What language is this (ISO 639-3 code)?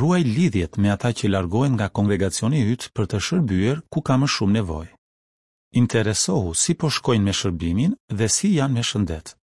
sqi